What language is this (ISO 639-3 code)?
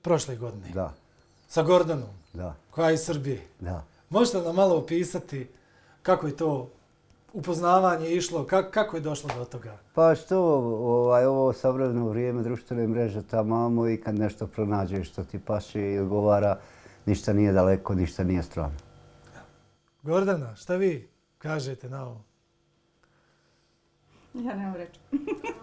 bos